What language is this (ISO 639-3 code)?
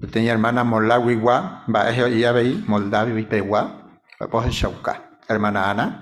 grn